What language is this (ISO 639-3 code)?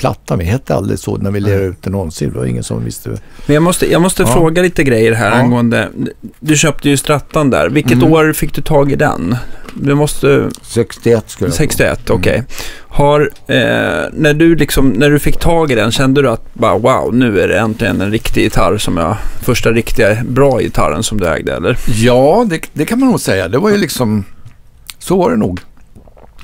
swe